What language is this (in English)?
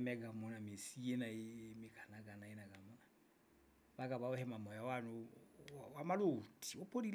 Southern Sotho